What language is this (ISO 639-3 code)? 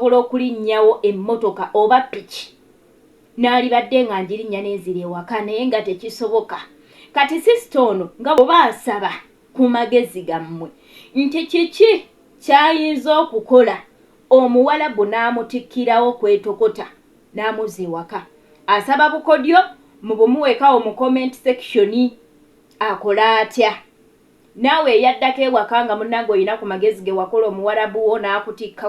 lug